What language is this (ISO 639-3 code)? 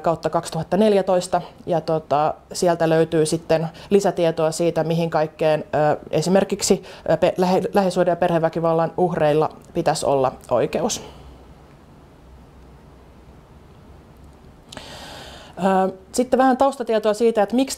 fin